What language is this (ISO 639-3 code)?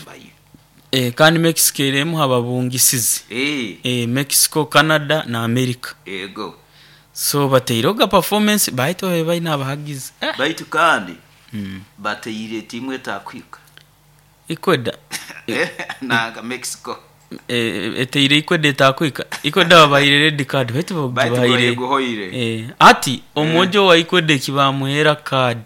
nyo